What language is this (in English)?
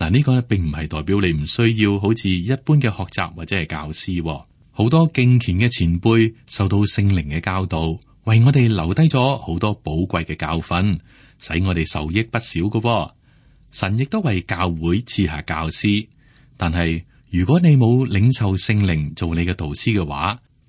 Cantonese